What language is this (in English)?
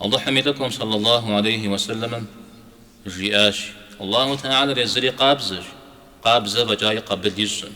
Kabardian